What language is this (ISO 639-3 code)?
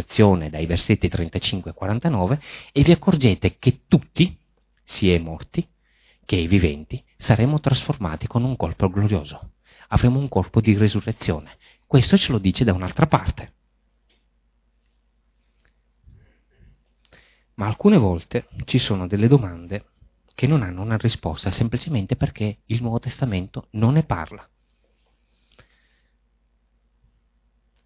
ita